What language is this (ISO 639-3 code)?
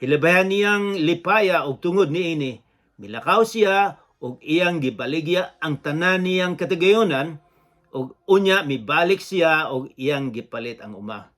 ceb